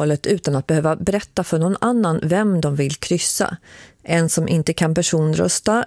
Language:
Swedish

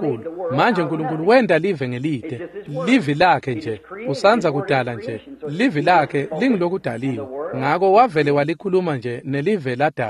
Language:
Swati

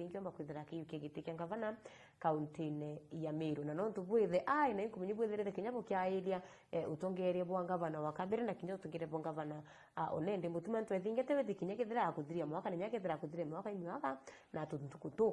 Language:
Meru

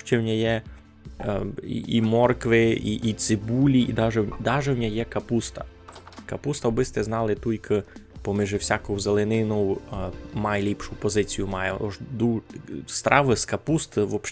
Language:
Rusyn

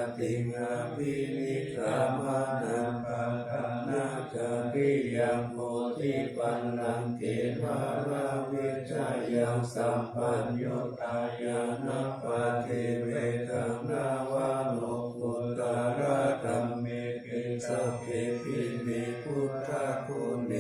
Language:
Pali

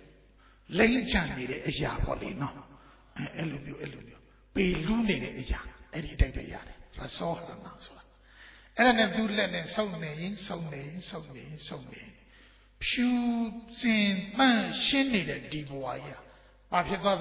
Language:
Burmese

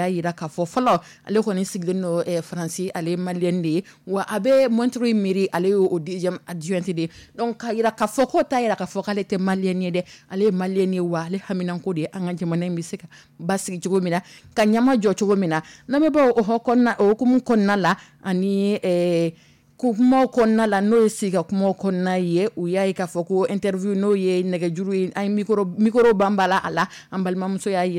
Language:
Dyula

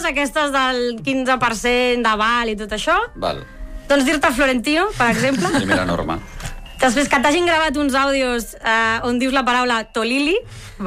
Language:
Catalan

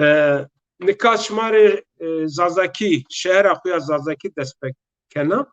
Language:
Zaza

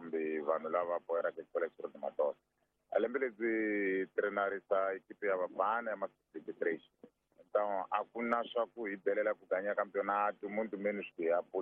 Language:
Tsonga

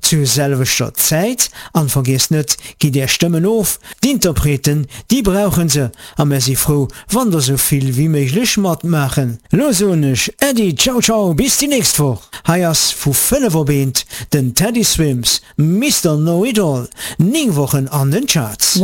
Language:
Luxembourgish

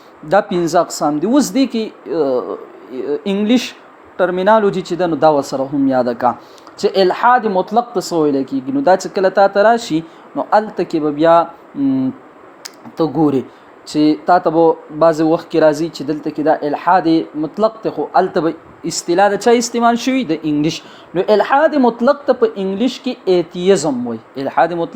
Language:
Pashto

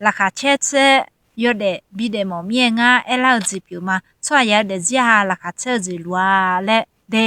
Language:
Akha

